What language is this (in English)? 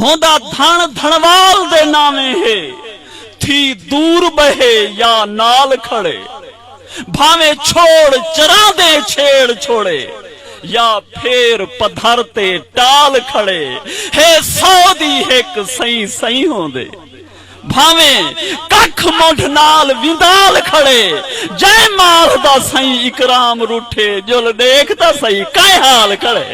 Saraiki